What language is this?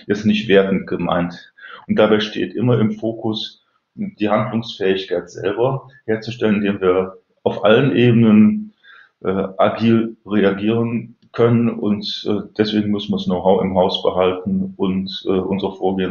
German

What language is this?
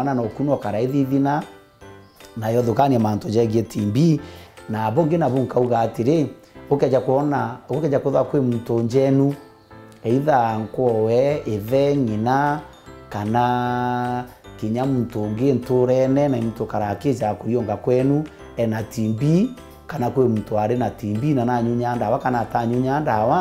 Meru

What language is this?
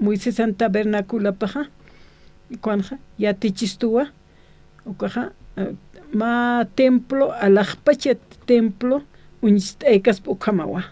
Aymara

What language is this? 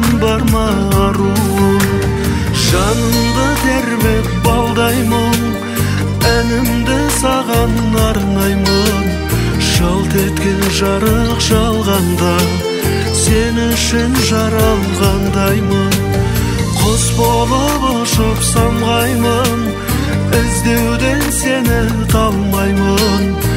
Kara-Kalpak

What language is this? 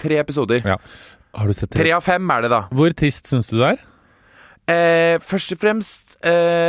Norwegian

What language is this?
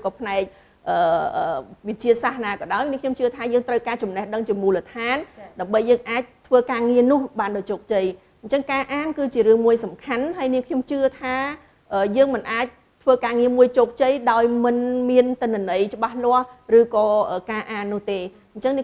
Khmer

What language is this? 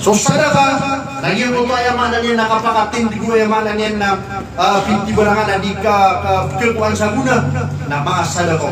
Maranao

